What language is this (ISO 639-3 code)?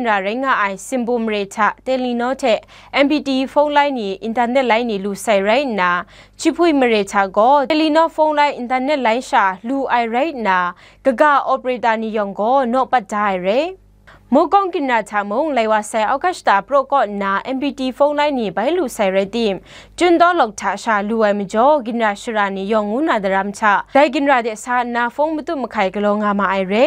kac